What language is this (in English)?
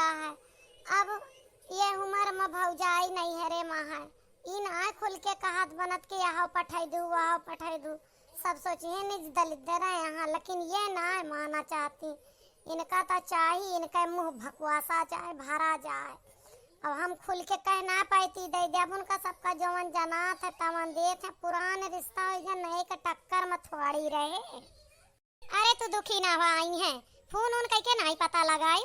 Awadhi